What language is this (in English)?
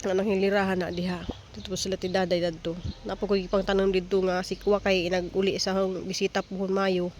Cebuano